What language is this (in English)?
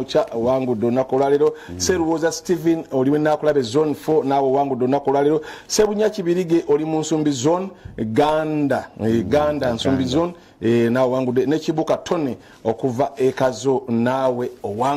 Ganda